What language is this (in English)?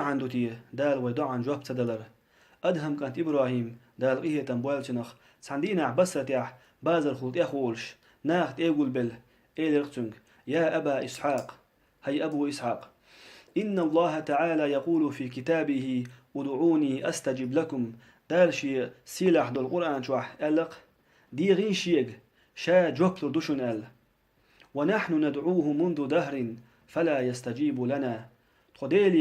Chechen